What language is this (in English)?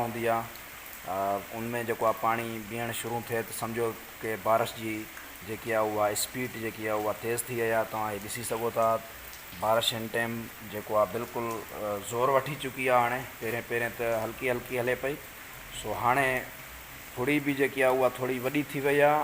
Sindhi